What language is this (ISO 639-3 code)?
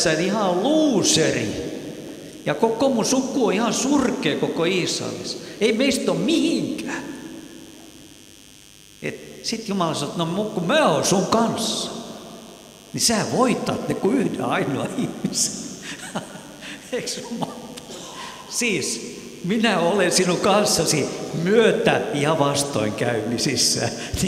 fin